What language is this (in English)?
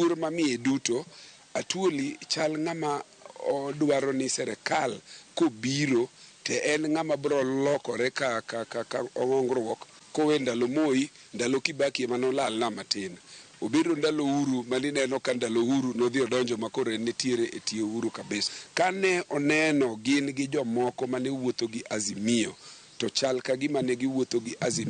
Luo (Kenya and Tanzania)